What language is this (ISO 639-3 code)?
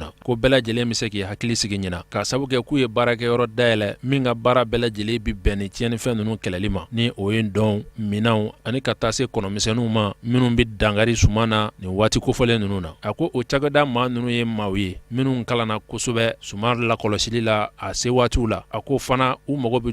bam